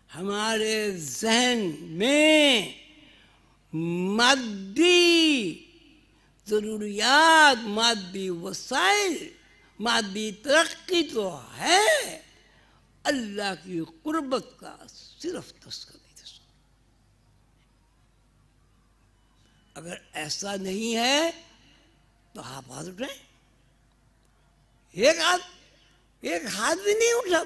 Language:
Urdu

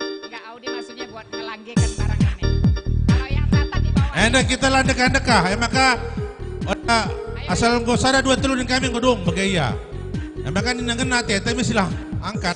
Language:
Batak Karo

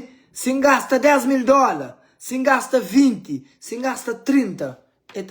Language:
Kabuverdianu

